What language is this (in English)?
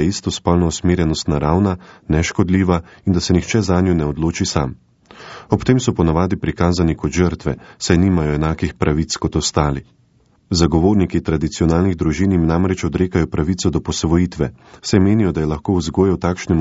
Slovenian